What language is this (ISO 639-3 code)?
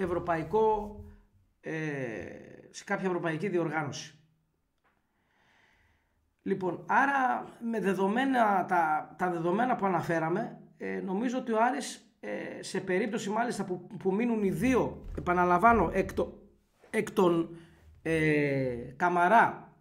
ell